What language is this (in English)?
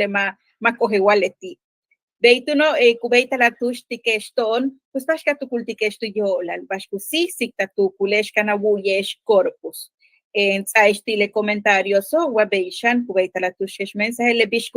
Yucateco